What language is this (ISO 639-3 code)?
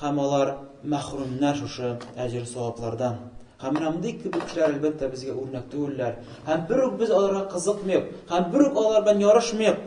tat